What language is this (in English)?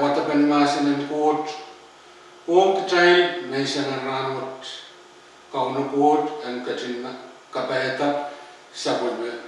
Pohnpeian